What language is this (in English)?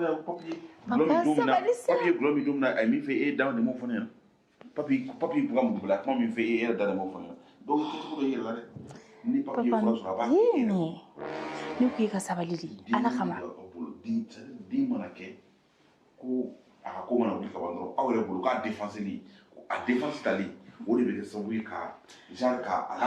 Bambara